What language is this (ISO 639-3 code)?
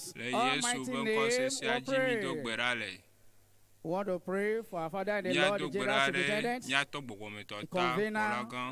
ewe